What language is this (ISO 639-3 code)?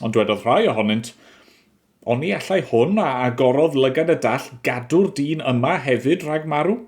cym